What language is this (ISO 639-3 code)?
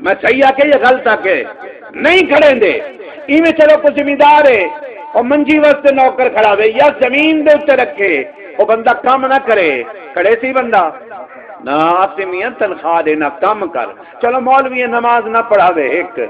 skr